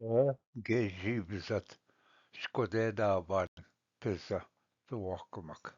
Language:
Ojibwa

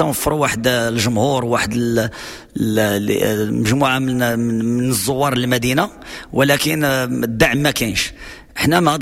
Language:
Moroccan Arabic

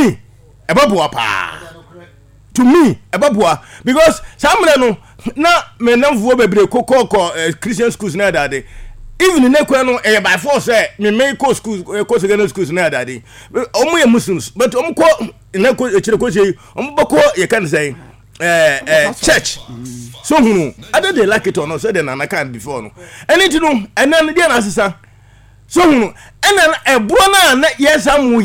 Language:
Akan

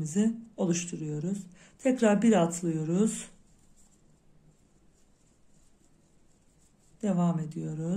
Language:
Turkish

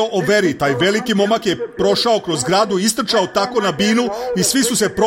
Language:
Serbian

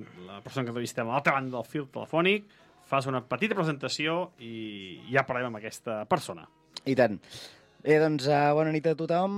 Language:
Catalan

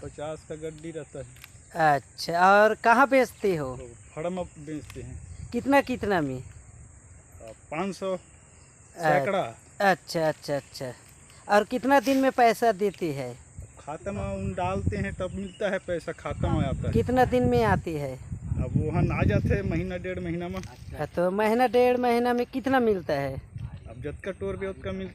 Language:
Chhattisgarhi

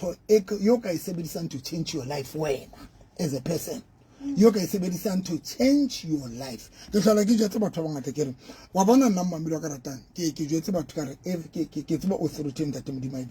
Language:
Southern Sotho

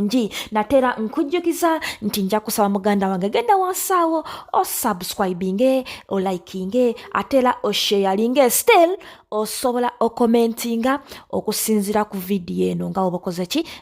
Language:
Ganda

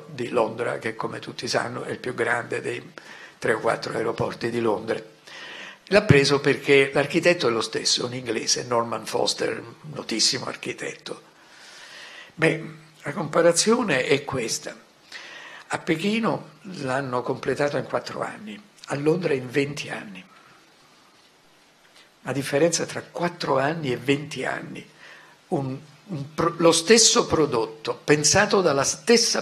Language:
Italian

